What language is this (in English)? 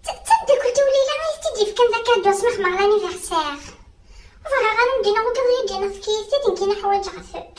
Kabyle